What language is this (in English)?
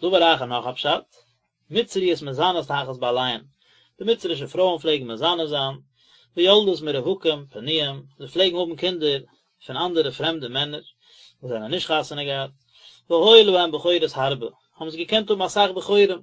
Yiddish